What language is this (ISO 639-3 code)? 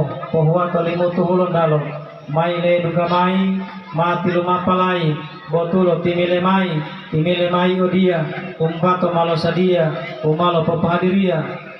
gor